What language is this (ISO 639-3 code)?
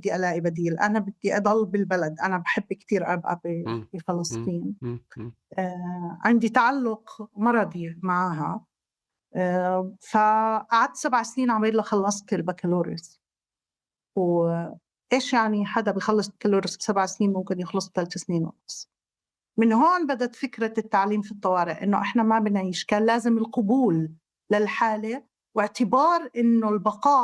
apc